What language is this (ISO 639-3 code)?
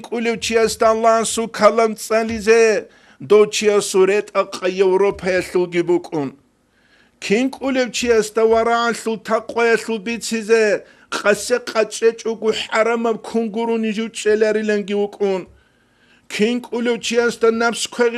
ava